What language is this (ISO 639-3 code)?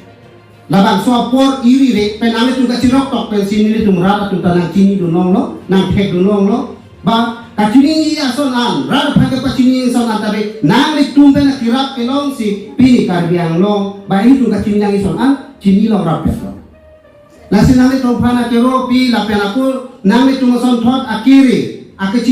mjw